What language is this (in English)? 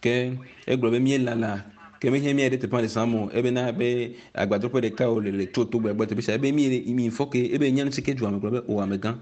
Ewe